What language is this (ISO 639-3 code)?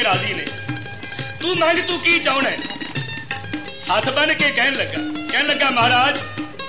pan